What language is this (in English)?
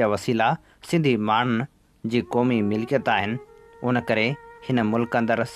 Sindhi